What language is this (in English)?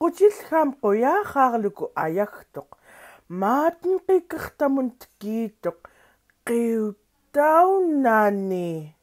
Central Yupik